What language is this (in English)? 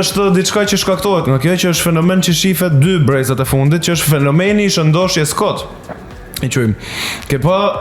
Albanian